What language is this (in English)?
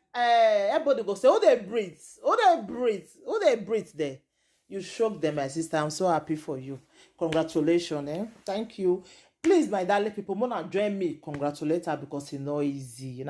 Nigerian Pidgin